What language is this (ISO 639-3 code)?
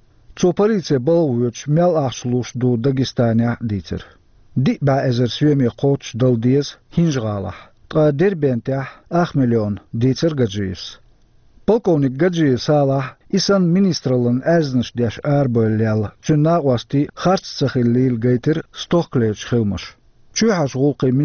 che